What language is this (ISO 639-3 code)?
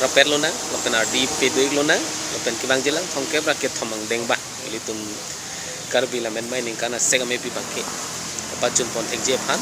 mjw